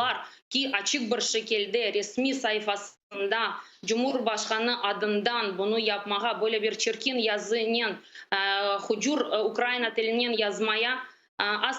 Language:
Crimean Tatar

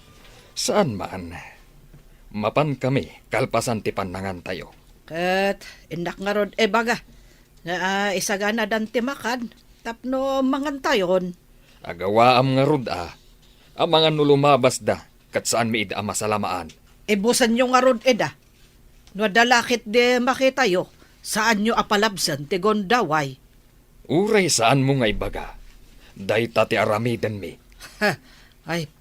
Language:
Iloko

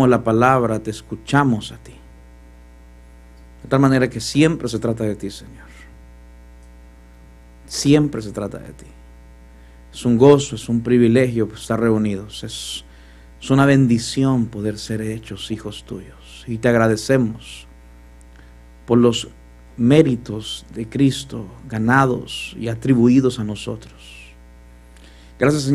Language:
Spanish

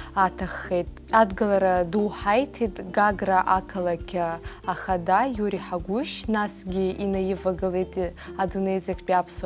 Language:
Abkhazian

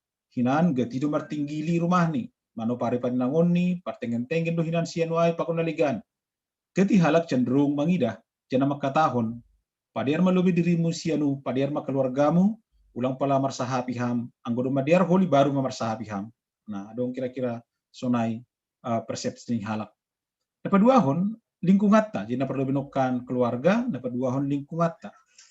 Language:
Batak Simalungun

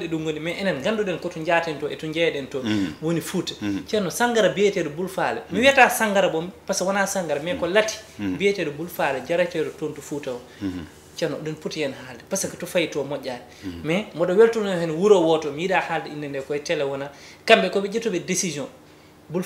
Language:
Fula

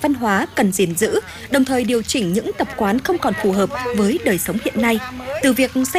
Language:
Vietnamese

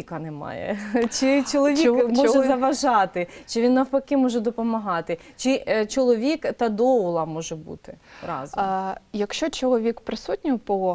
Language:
Ukrainian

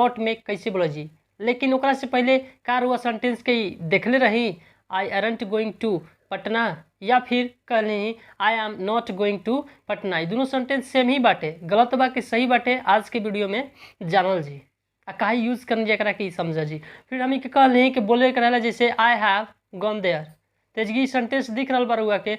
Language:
Bhojpuri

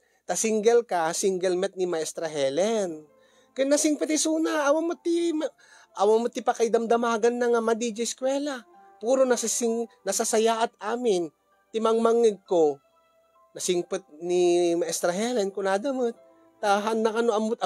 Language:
Iloko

